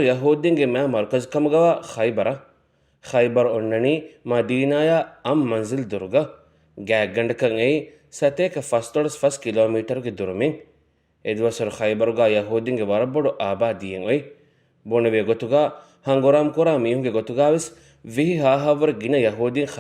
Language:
Divehi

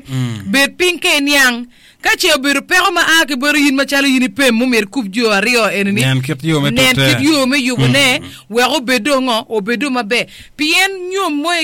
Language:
Acoli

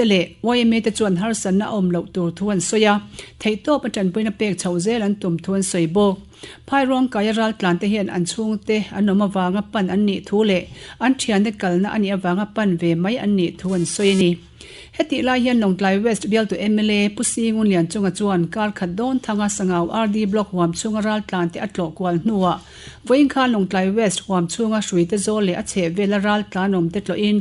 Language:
Mizo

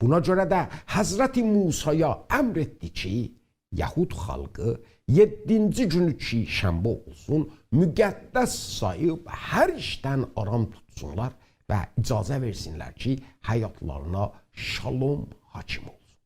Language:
South Azerbaijani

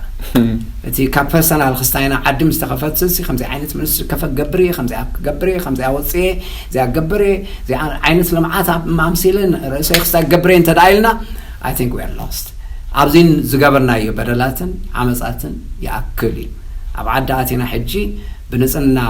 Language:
Tigrinya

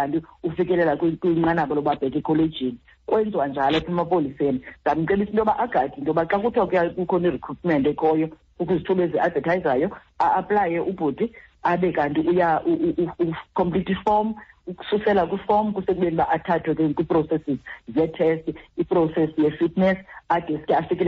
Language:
Xhosa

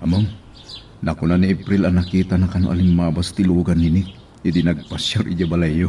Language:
Iloko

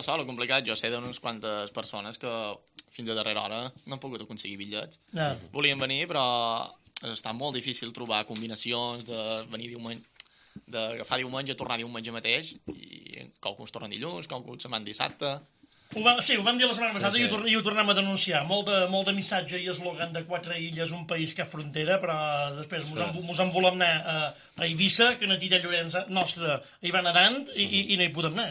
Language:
Catalan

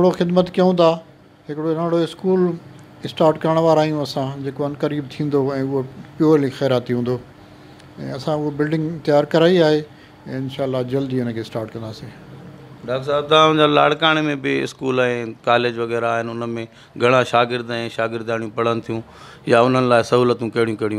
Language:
Sindhi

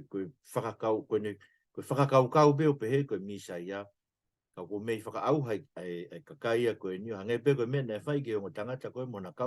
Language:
Tongan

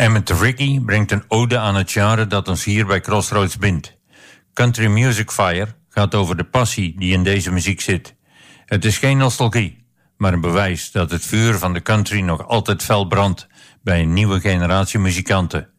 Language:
Dutch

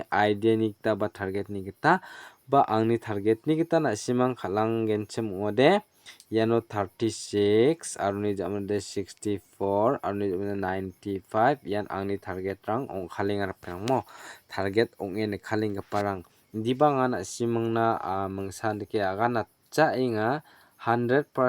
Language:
Garo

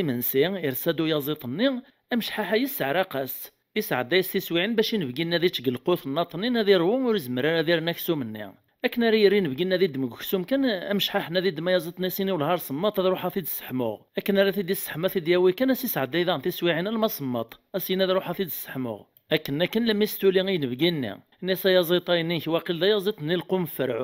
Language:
Kabyle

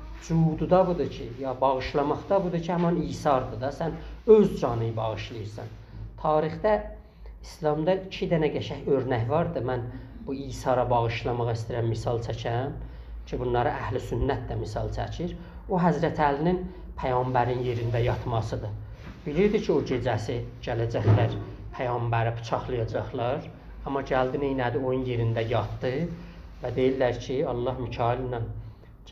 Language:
South Azerbaijani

